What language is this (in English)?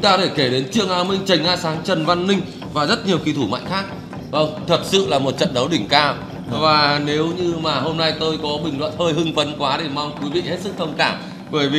Vietnamese